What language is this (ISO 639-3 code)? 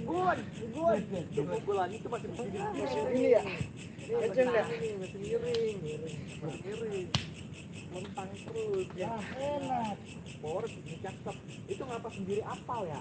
bew